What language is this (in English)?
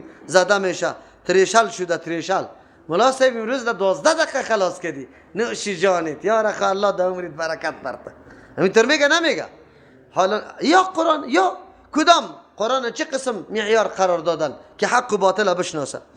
Persian